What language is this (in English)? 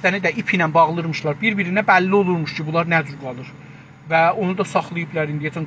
South Azerbaijani